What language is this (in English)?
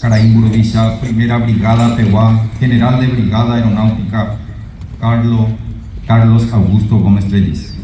Guarani